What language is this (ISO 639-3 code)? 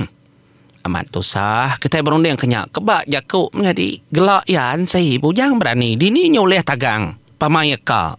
iba